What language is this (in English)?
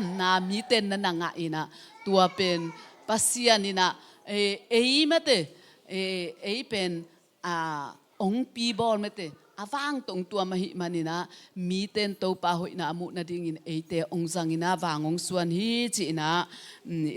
Tedim Chin